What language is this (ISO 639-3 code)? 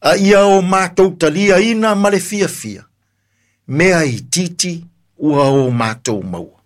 smo